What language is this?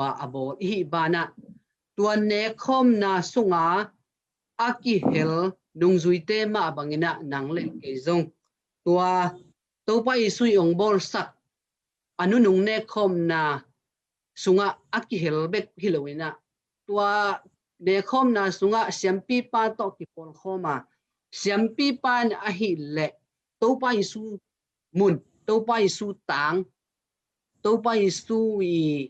Tedim Chin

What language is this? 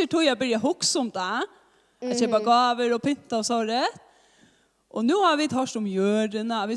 Faroese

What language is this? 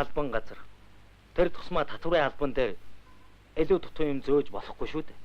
Mongolian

